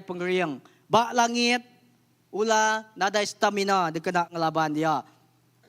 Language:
Iban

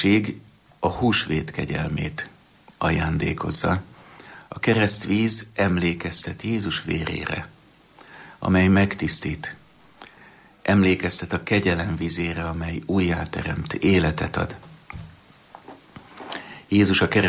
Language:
Hungarian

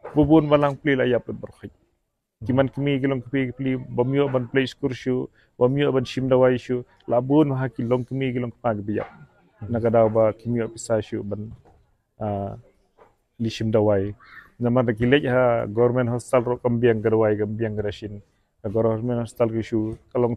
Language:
Khasi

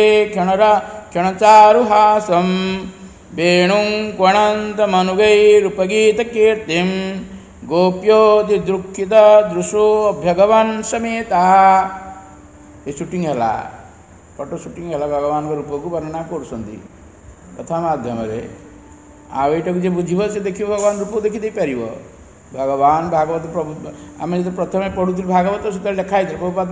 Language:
Odia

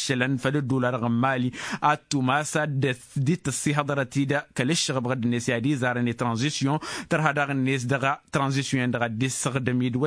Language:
Tamasheq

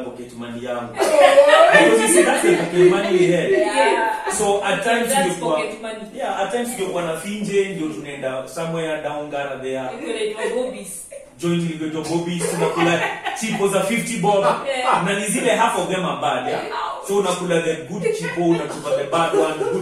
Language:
Swahili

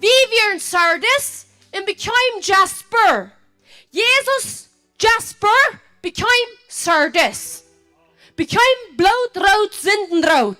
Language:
Plautdietsch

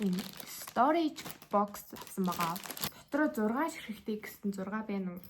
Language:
Mongolian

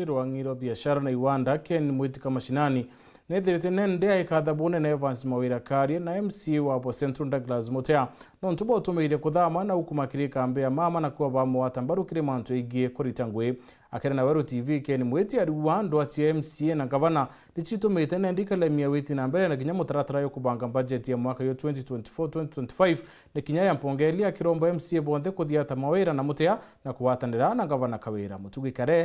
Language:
Meru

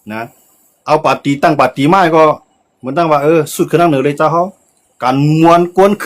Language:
Shan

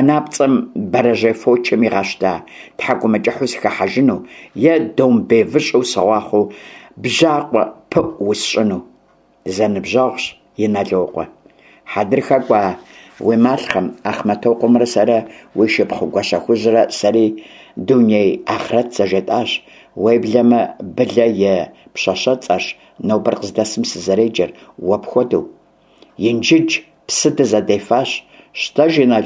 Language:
Kabardian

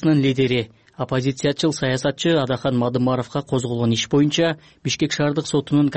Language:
Kyrgyz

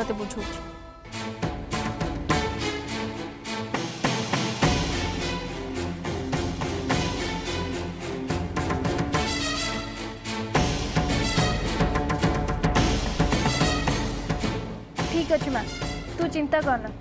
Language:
Odia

